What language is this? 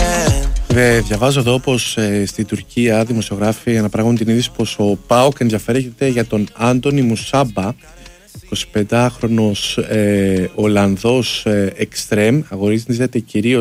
Greek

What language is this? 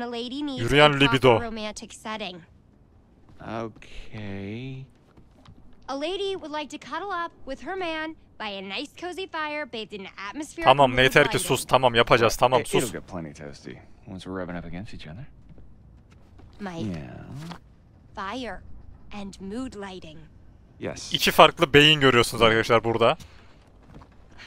Turkish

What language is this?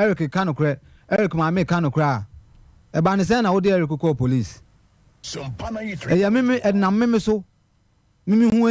Akan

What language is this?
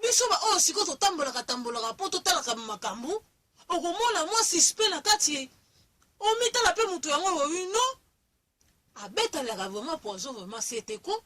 Lingala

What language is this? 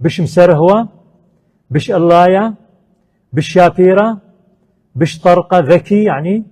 Assyrian Neo-Aramaic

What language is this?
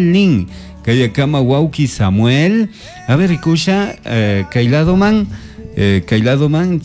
Chimborazo Highland Quichua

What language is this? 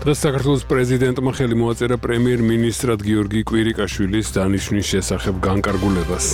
Georgian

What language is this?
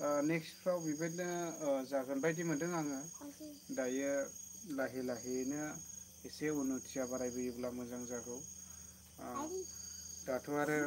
Bodo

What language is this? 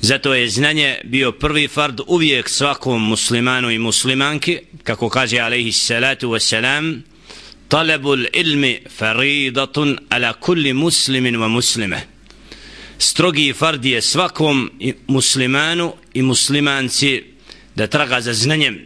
Bosnian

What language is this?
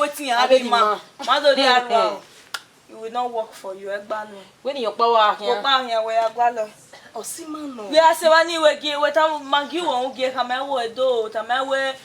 Bini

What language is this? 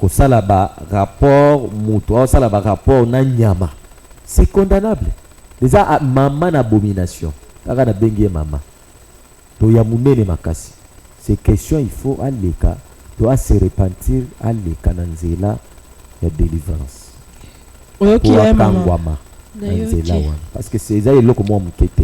Lingala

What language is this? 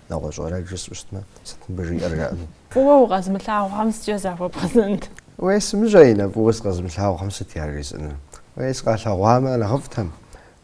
Kabardian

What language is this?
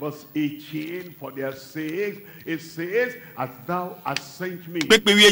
Ewe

